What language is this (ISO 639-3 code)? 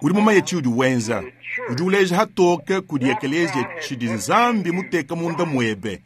lua